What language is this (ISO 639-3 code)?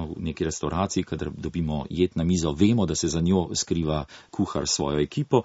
slv